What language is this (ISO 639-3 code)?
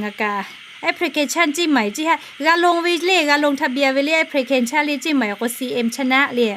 lhu